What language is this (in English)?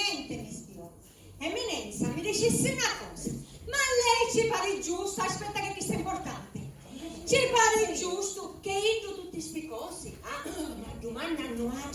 Sicilian